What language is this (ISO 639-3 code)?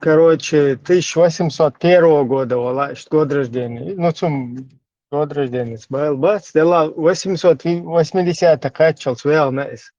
che